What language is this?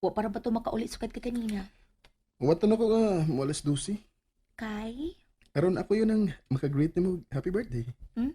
Cebuano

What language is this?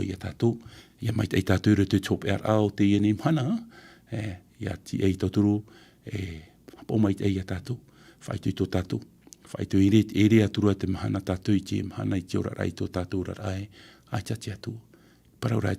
Tahitian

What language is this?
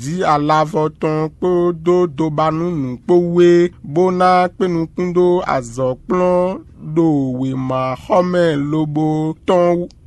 Fon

